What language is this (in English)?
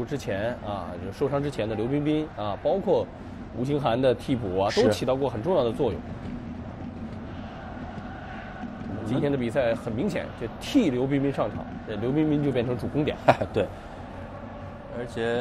Chinese